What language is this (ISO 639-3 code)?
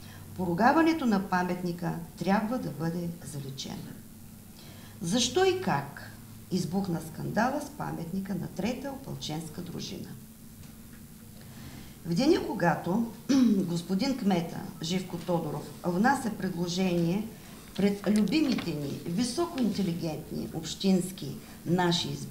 bul